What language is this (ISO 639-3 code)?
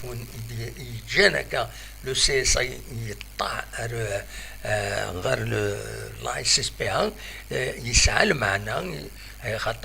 kab